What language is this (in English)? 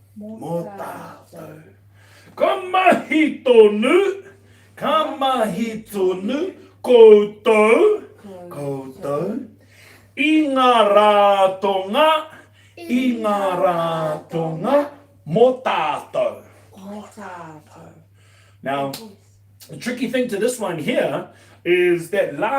Māori